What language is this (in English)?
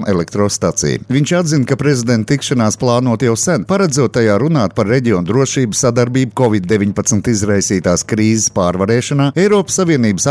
Latvian